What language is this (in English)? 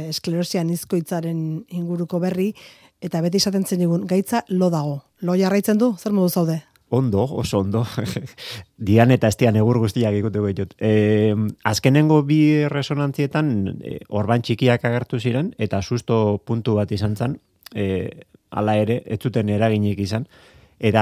Basque